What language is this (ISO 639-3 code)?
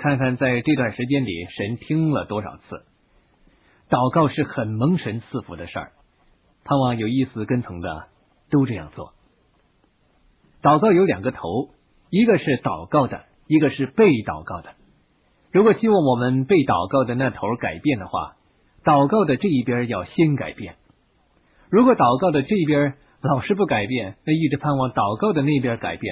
zho